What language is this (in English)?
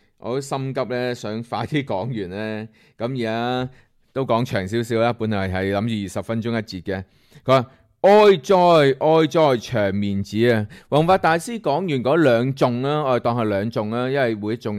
Cantonese